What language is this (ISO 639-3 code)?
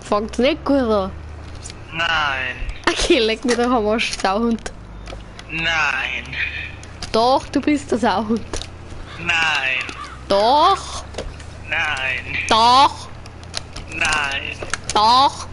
bar